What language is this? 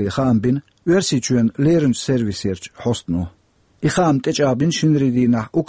Chechen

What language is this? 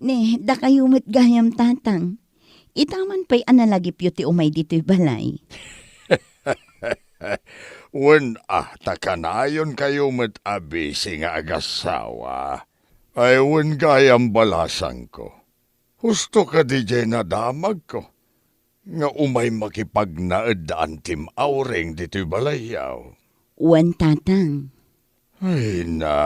Iloko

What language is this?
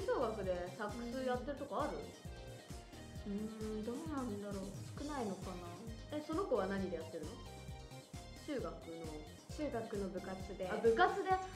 Japanese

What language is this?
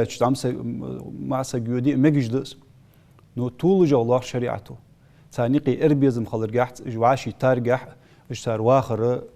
Ingush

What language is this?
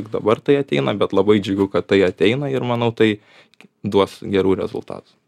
Lithuanian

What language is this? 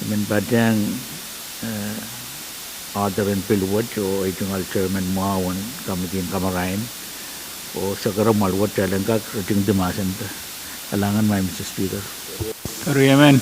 Pohnpeian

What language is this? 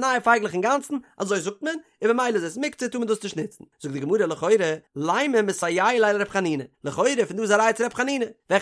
Yiddish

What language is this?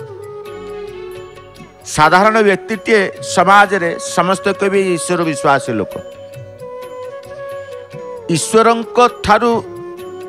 Odia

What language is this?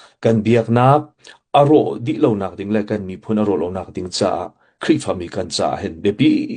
Hakha Chin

